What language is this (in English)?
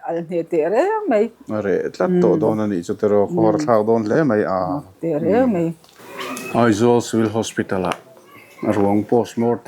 Mizo